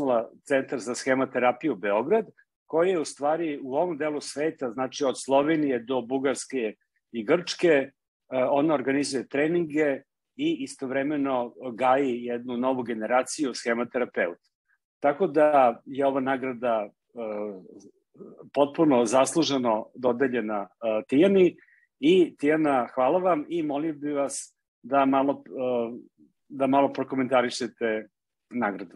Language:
Serbian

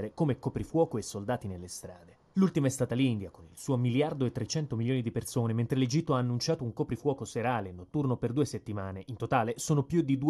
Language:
Italian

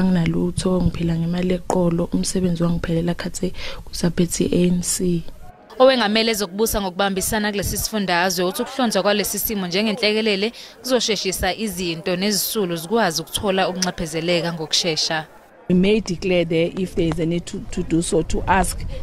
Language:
Zulu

